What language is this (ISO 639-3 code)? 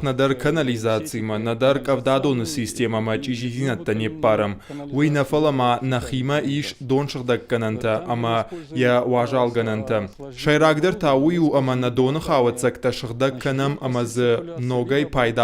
oss